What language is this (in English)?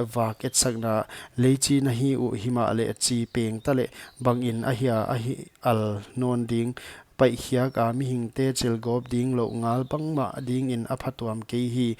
Paite Chin